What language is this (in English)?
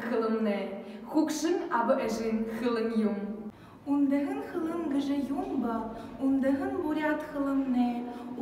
Buriat